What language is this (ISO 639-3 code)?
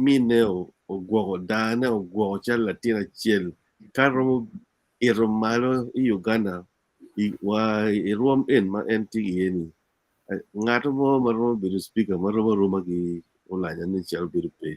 ach